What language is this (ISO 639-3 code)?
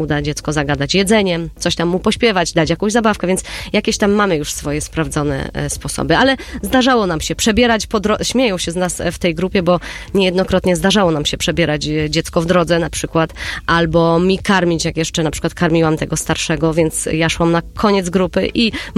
pol